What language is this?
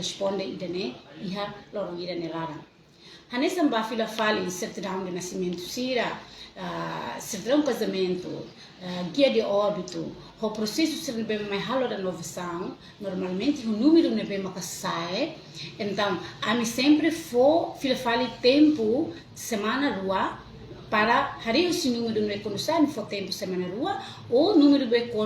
Tetum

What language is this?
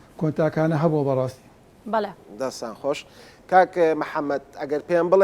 Central Kurdish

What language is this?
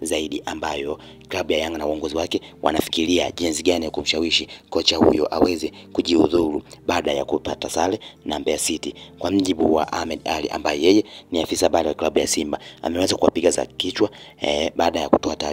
Swahili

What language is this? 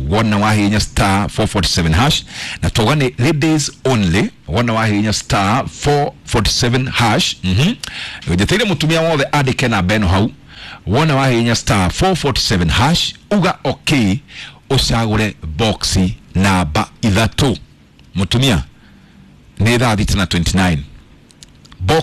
Kikuyu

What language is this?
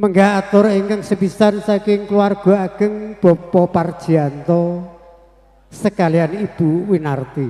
Javanese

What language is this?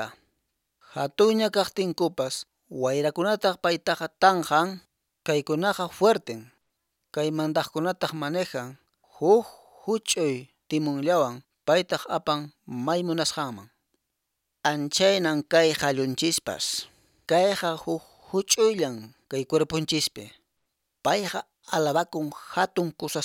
Quechua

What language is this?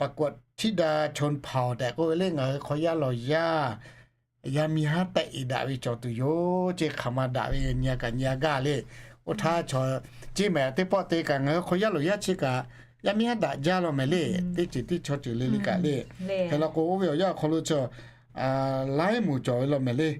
Lahu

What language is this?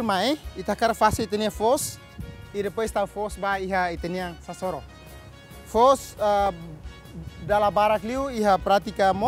Tetum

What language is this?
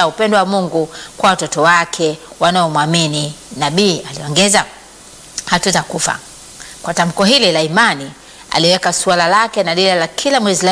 Swahili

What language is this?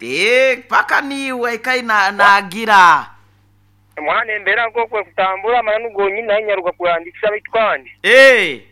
Nyankole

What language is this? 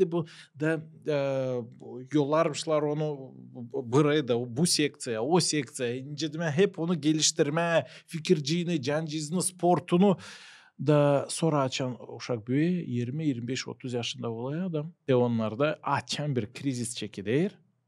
Gagauz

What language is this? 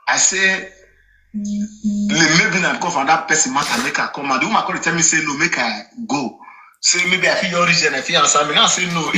Nigerian Pidgin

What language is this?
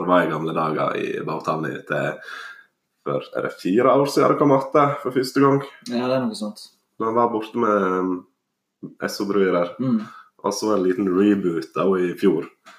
Norwegian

